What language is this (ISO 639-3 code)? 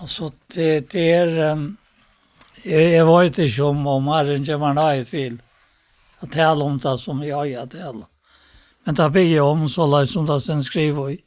fao